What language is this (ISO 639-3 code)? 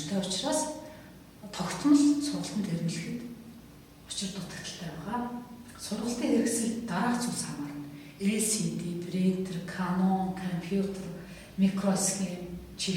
mon